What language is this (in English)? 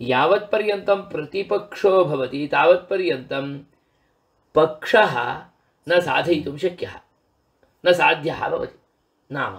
Sanskrit